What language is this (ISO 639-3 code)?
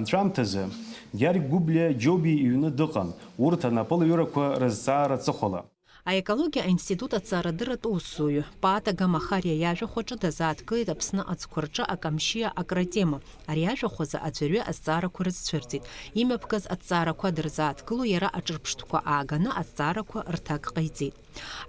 abk